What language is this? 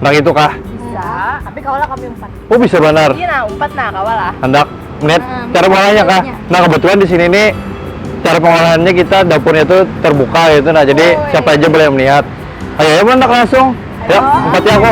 Banjar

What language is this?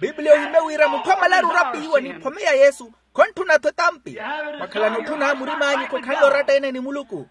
Makhuwa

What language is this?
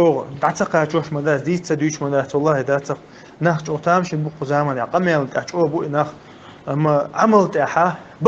Chechen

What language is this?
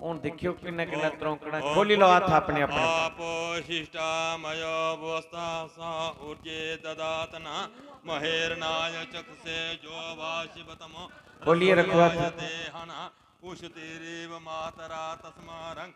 Dogri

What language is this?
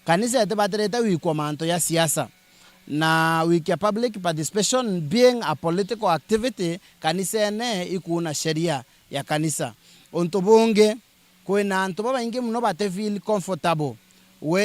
Meru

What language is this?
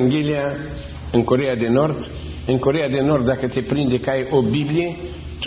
Romanian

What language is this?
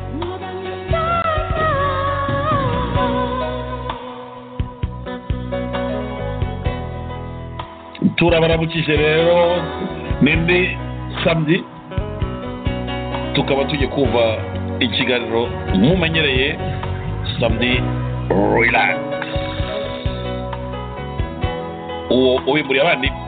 Kinyarwanda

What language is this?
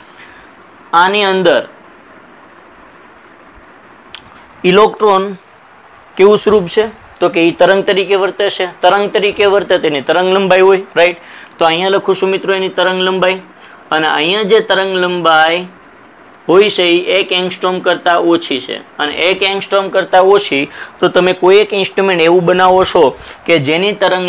Gujarati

